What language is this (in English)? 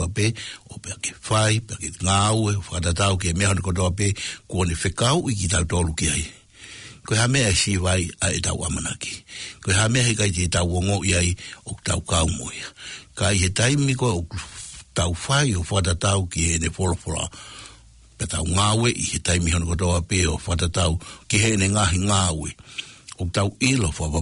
Tongan